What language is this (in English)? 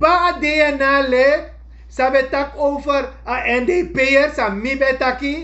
Sranan Tongo